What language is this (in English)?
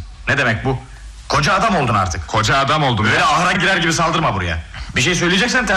Turkish